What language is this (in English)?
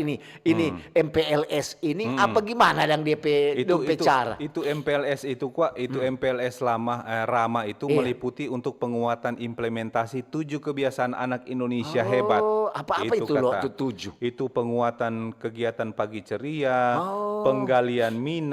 Manado Malay